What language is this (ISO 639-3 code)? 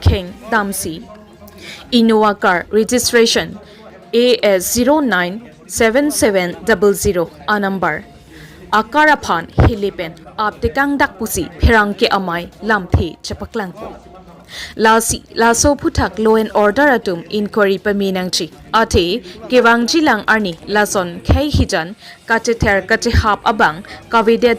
mjw